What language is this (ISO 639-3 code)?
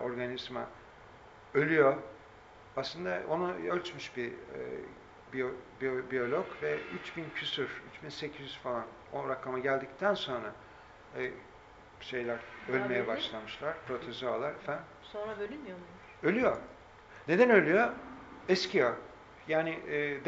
tur